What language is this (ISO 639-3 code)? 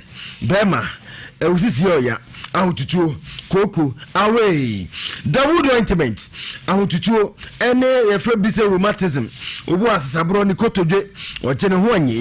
aka